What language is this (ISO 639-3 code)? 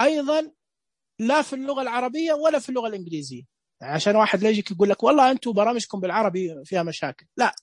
ars